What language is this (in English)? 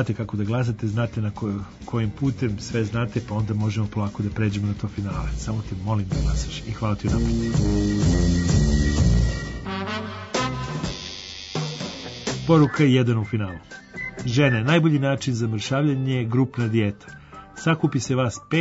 Serbian